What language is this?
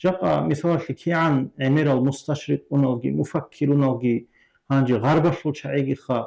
Avaric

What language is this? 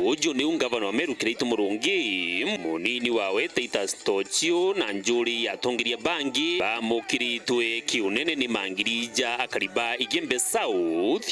Meru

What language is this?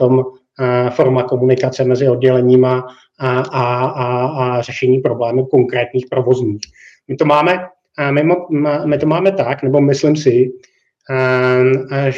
Czech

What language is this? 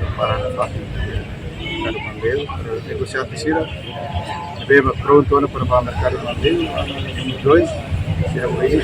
Tetum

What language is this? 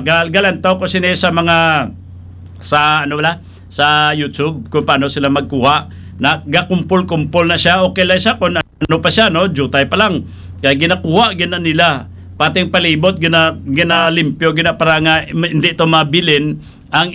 Hiligaynon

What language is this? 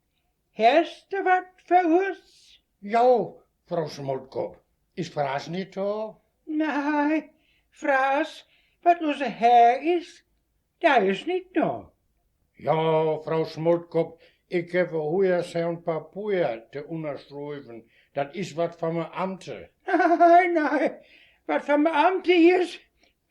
Westphalien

